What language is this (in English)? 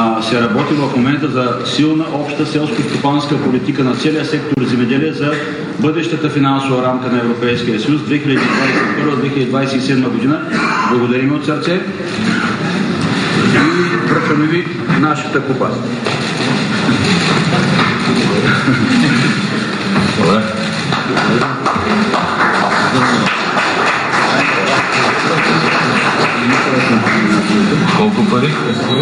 Bulgarian